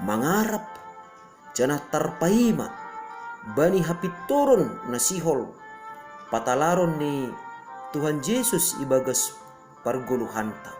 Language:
Batak Simalungun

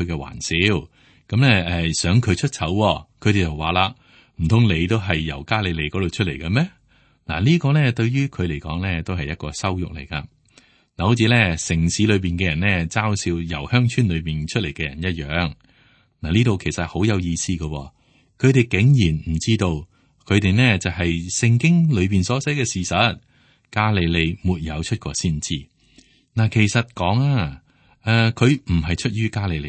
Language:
Cantonese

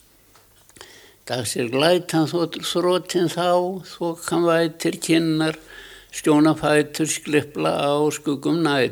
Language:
Icelandic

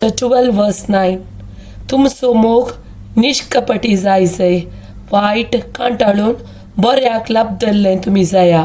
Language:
Konkani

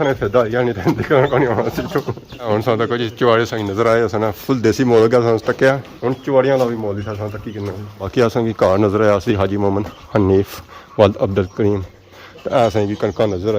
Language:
Pahari-Potwari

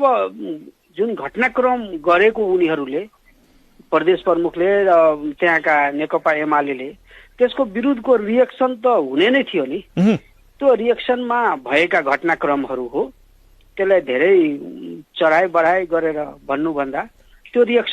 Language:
Nepali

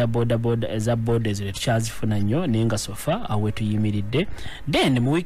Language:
Ganda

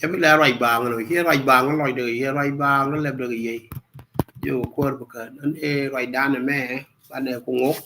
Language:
Nuer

